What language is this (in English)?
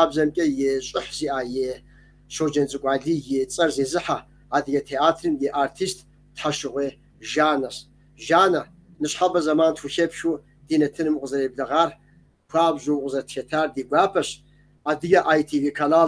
Kabardian